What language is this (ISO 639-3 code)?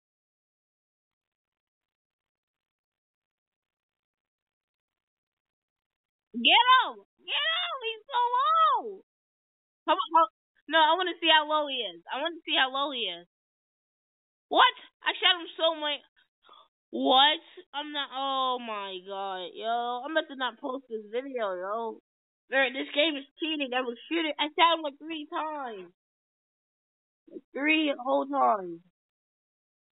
eng